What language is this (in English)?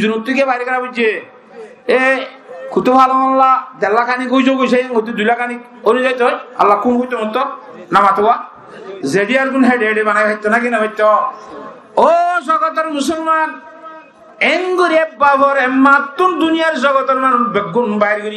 Rohingya